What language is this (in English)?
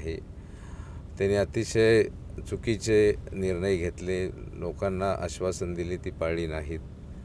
Marathi